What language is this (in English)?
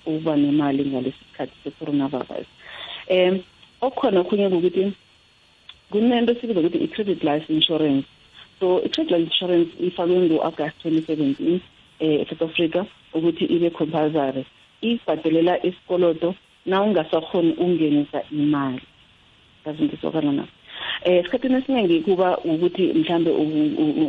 South Ndebele